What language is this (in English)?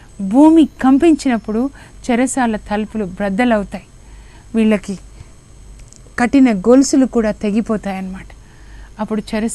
Telugu